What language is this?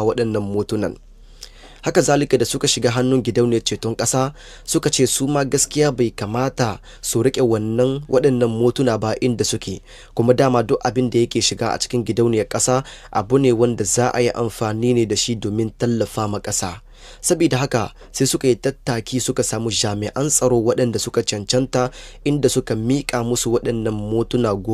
Hausa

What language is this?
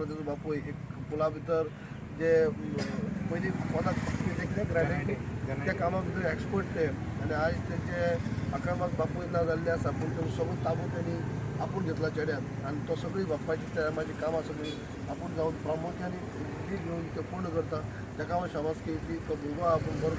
Konkani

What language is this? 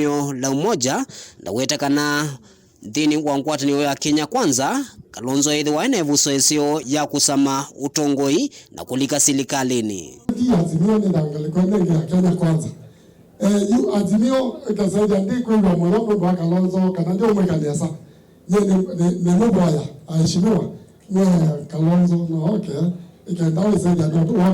Kamba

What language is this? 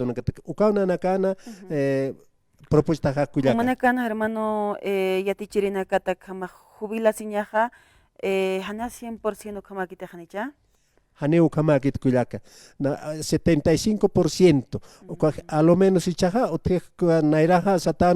Aymara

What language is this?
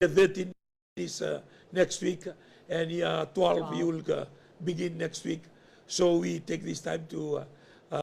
Fijian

